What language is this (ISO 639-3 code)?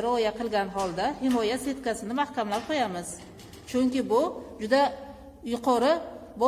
uzb